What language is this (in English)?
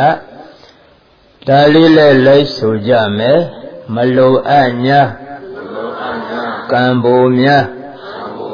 Burmese